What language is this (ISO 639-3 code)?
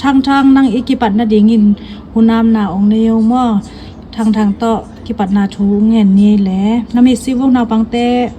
ctd